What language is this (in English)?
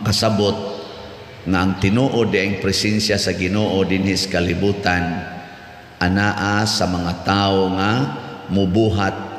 Cebuano